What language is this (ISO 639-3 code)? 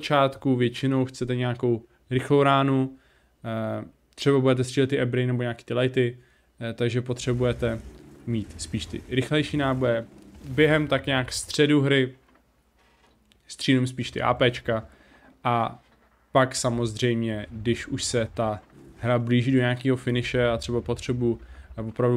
ces